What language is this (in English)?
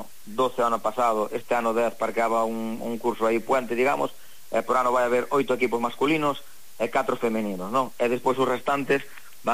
Galician